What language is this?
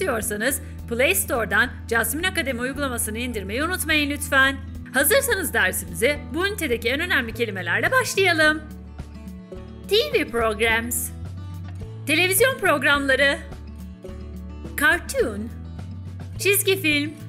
Turkish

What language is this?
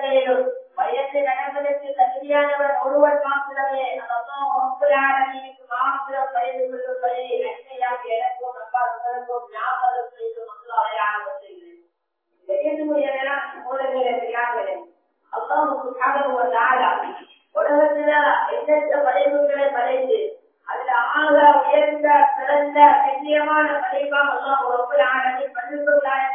Tamil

